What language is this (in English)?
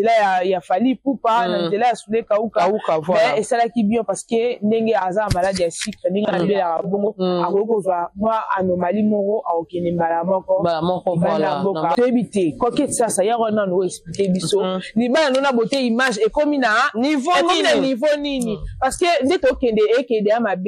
Lingala